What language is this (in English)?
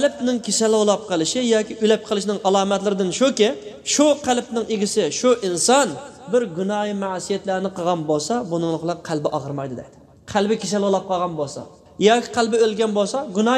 Uyghur